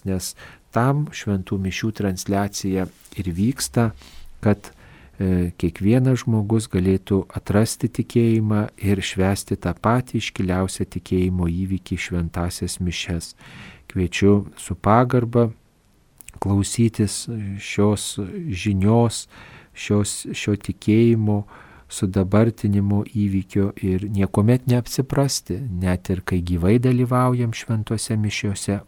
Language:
Lithuanian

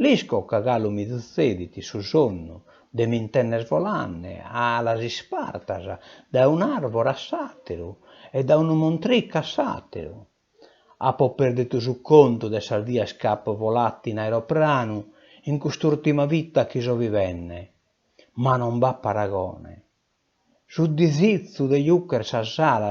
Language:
Sardinian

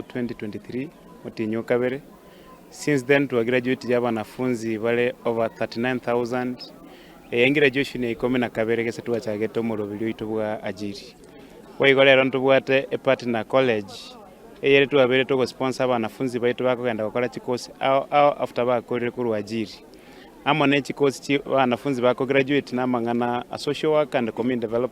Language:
Gusii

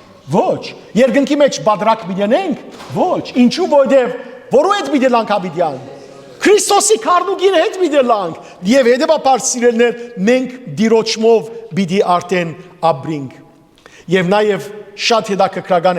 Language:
Western Armenian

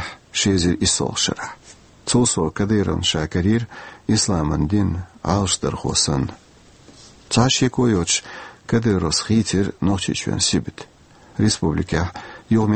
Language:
Chechen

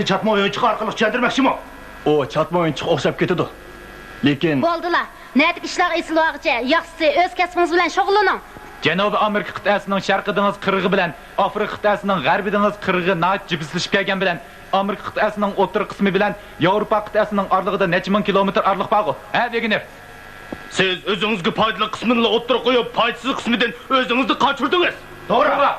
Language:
Uyghur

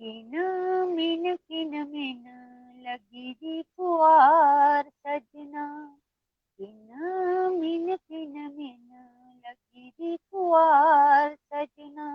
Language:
Dogri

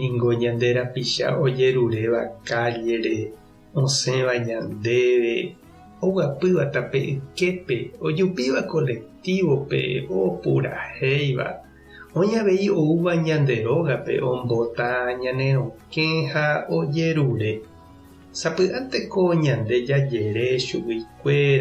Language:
Guarani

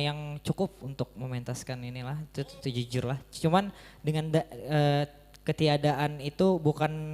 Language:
Banjar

